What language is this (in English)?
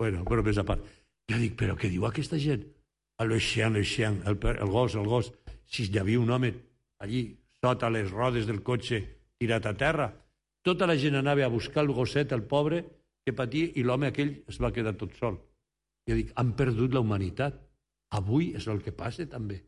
Catalan